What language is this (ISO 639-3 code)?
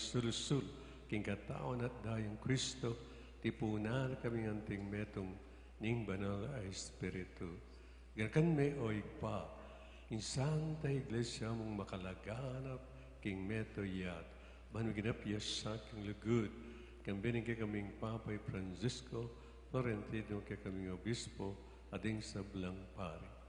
pam